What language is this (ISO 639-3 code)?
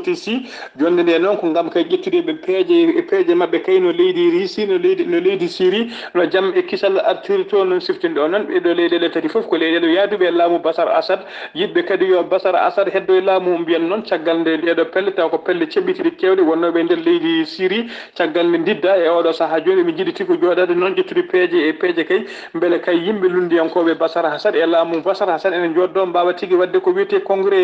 ful